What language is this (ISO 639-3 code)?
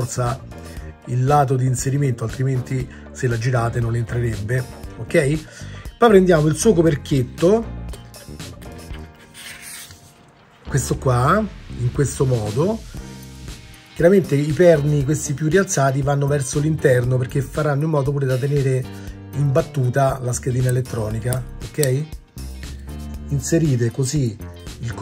ita